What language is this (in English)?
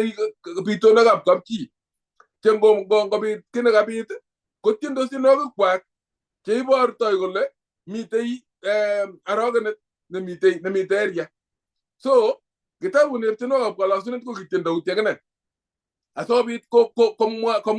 Kalenjin